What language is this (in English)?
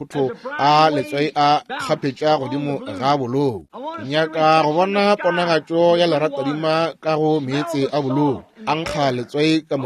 Northern Sotho